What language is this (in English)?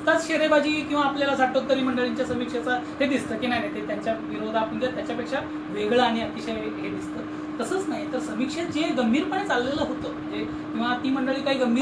Marathi